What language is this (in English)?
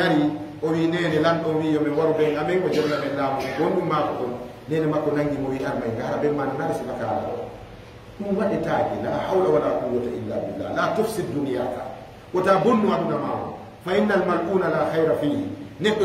Fula